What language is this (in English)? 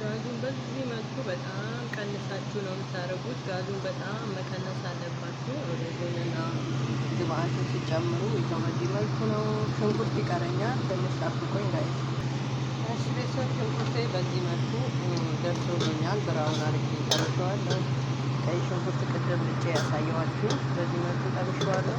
Amharic